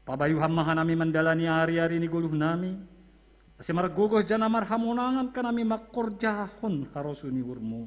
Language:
Batak Simalungun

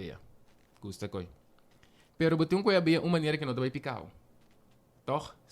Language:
Papiamento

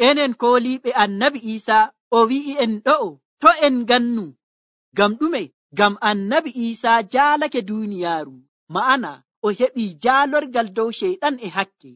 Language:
Nigerian Fulfulde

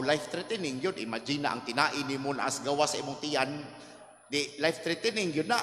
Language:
Cebuano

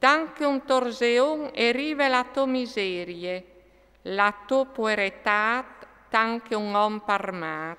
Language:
Friulian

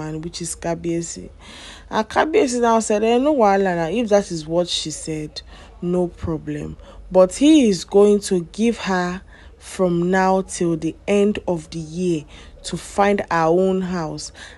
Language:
Nigerian Pidgin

